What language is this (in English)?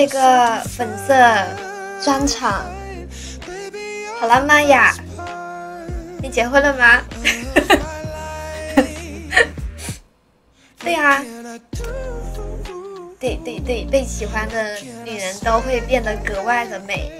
Chinese